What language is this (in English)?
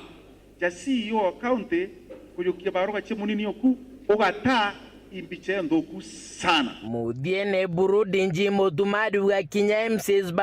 Meru